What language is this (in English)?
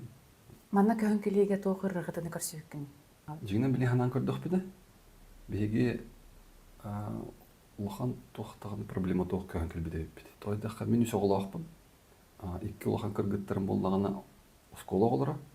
Yakut